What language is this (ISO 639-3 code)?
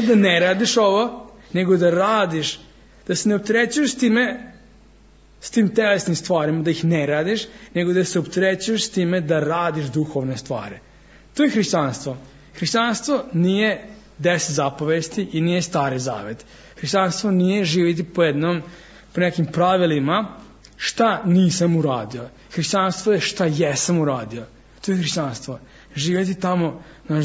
srp